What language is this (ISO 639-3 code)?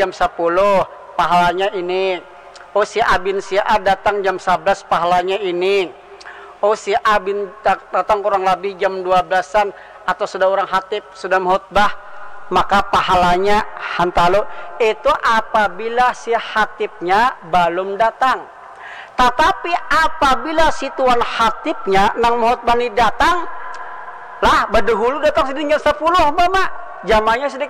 bjn